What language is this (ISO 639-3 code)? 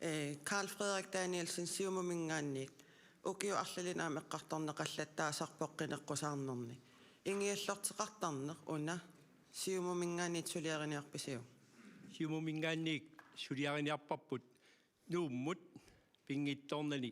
kal